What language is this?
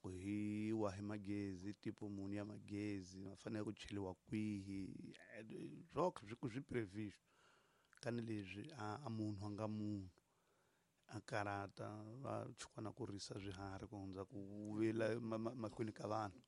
Tsonga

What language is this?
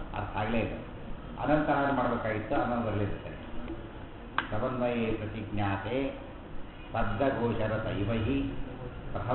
Kannada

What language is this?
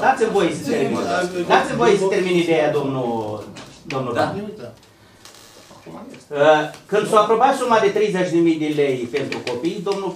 Romanian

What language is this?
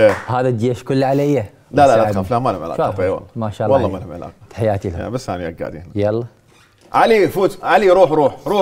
Mesopotamian Arabic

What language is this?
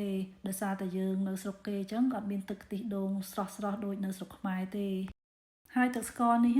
Khmer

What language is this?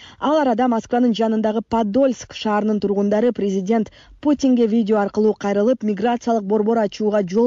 Kyrgyz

